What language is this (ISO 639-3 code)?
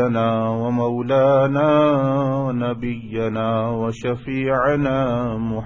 urd